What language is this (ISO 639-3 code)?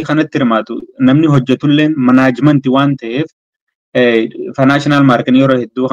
orm